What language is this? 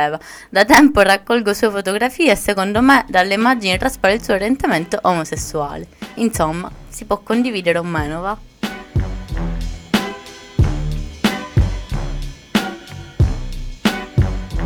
Italian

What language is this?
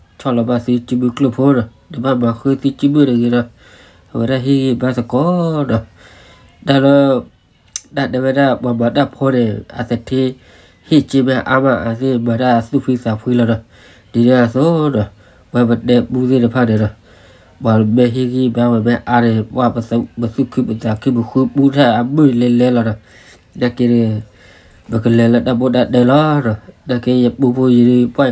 S'gaw Karen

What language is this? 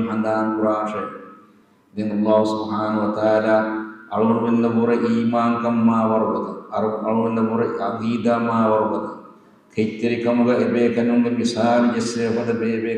Divehi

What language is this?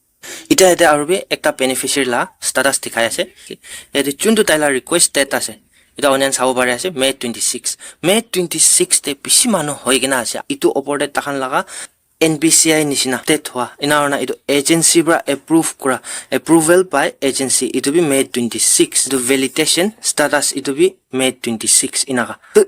Naga Pidgin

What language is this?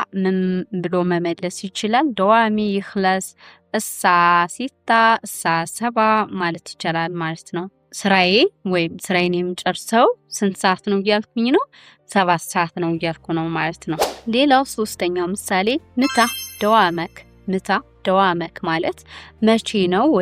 Amharic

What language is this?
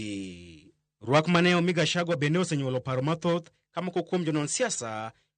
Luo (Kenya and Tanzania)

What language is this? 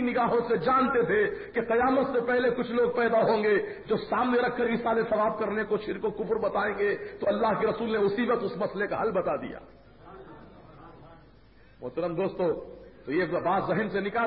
Urdu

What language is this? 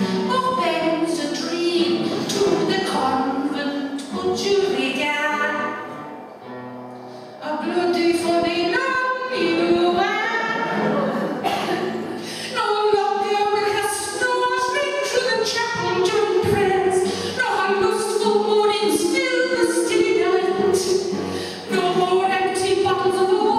English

